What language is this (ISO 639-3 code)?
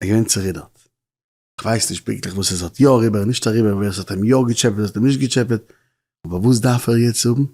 yid